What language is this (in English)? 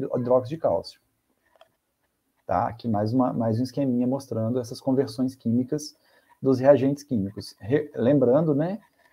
Portuguese